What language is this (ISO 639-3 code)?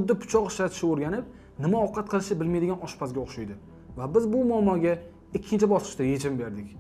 uzb